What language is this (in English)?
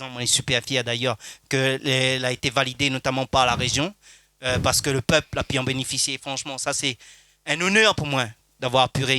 Réunion Creole French